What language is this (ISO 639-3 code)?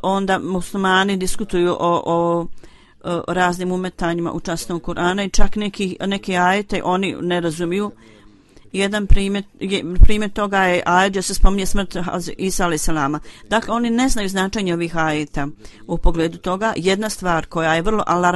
bos